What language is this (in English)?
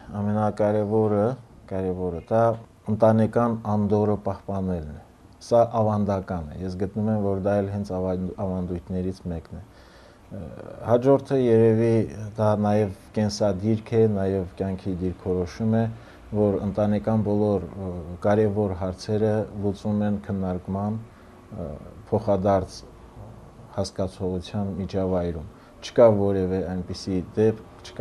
Armenian